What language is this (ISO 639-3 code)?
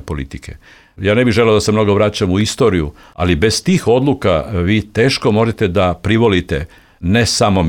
srp